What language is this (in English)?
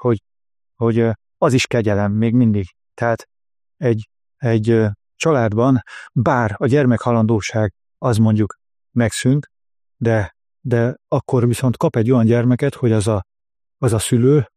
Hungarian